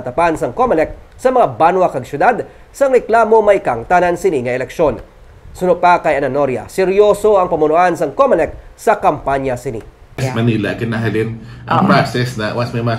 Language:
Hiligaynon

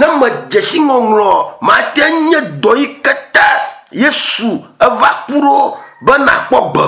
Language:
Ewe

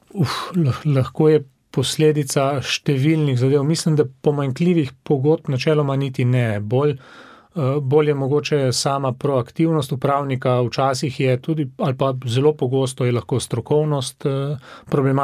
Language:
Slovenian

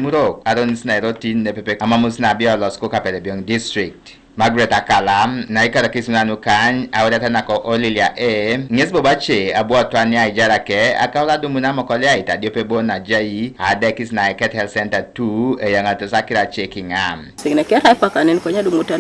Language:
Teso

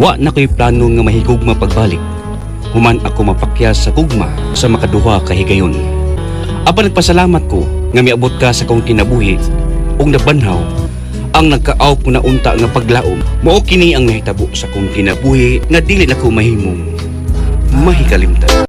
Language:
Cebuano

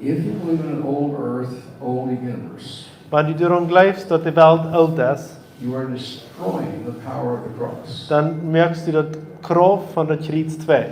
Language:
Plautdietsch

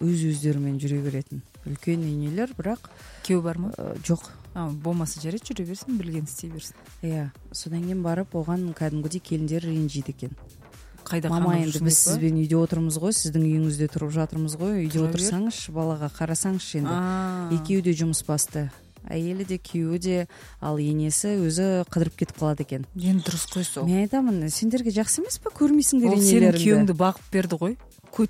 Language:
Kazakh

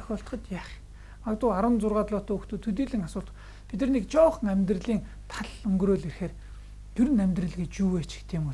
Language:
Mongolian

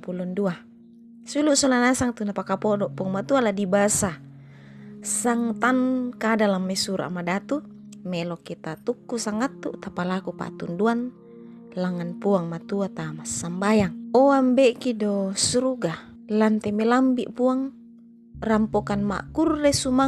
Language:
Toraja-Sa'dan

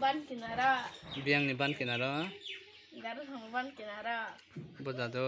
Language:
Kok Borok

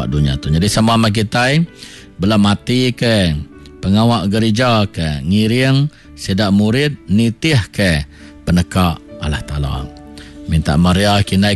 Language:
Iban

